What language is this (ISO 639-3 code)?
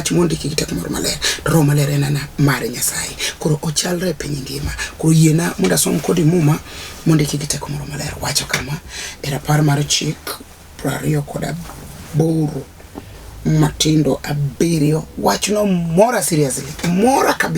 luo